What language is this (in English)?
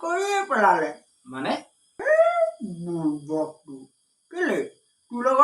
Assamese